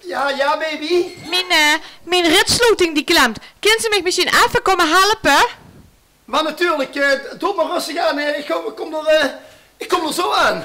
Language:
Limburgish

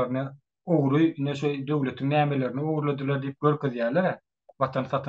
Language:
Turkmen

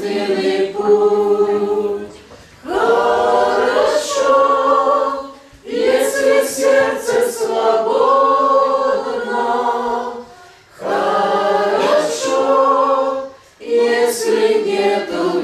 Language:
Russian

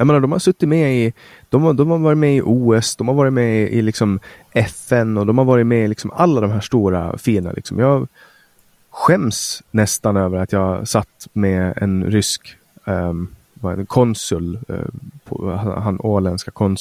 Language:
Swedish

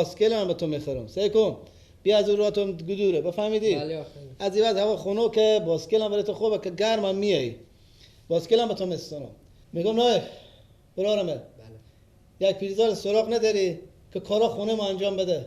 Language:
Persian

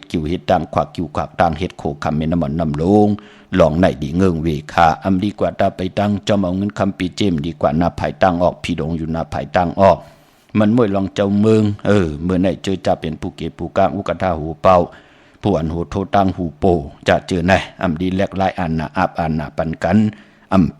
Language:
Shan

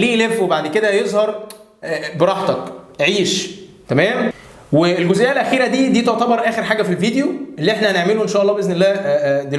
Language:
Egyptian Arabic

